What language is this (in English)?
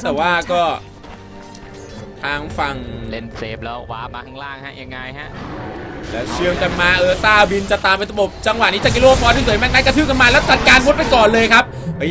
Thai